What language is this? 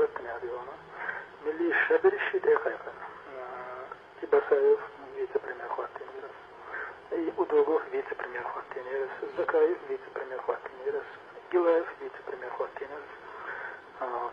Chechen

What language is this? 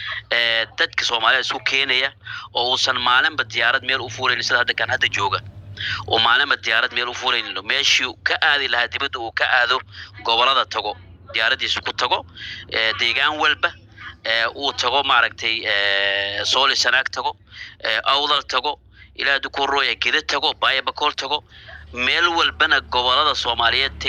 Somali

